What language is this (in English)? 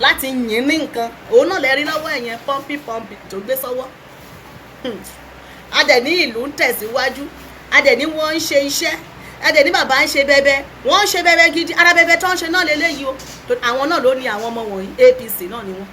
Yoruba